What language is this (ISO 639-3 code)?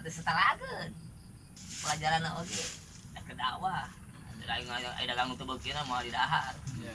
sun